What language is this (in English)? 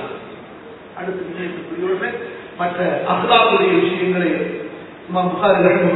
Tamil